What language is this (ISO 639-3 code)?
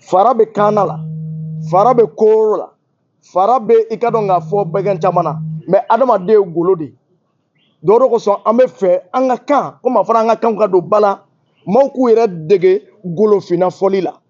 bam